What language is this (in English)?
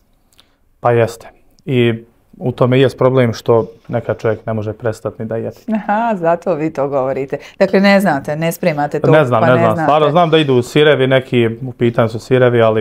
Bosnian